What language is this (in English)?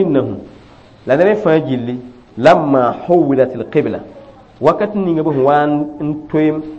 Mossi